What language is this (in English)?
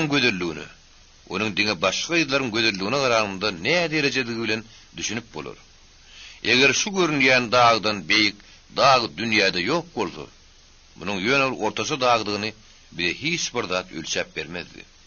Turkmen